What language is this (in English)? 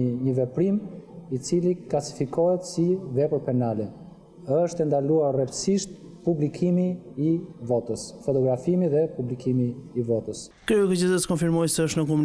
Albanian